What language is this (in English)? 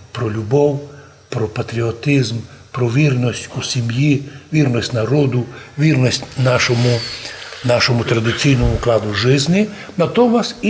Rusyn